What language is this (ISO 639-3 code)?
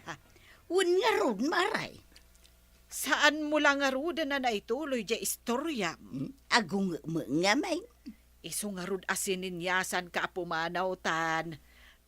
ilo